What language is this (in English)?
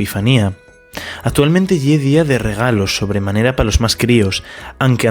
Asturian